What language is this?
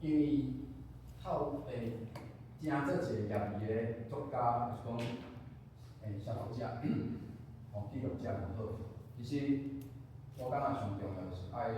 Min Nan Chinese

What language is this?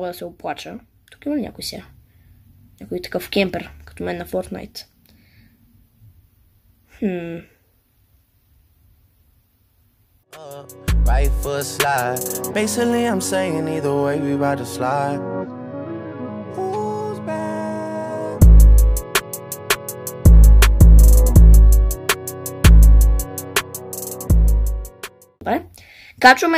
Bulgarian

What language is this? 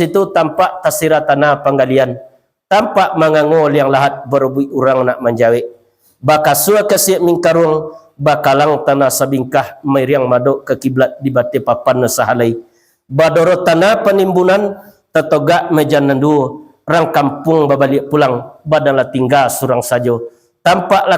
Minangkabau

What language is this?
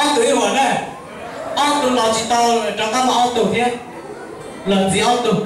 Hmong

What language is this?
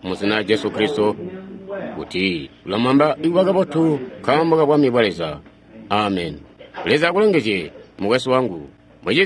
Tonga (Zambia)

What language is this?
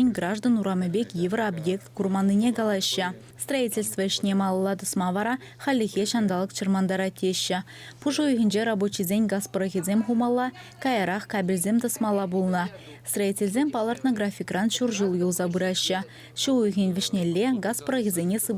Chuvash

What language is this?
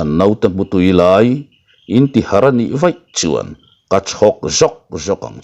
Mizo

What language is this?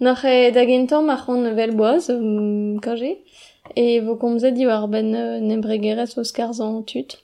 Breton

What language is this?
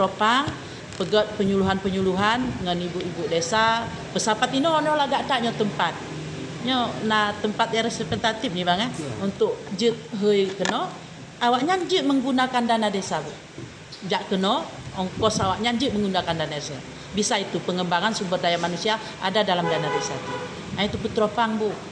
Achinese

